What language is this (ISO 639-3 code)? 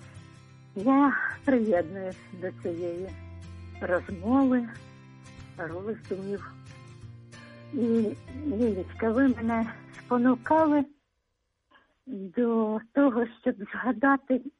ukr